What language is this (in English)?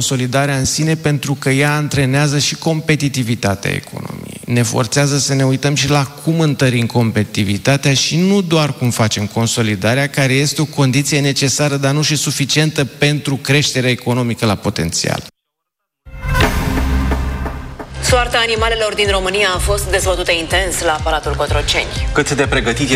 Romanian